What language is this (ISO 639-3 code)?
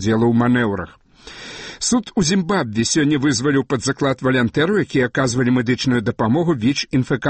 bel